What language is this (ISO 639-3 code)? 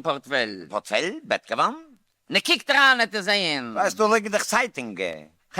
yid